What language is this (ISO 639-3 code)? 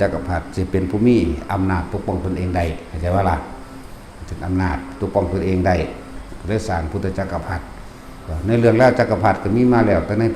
tts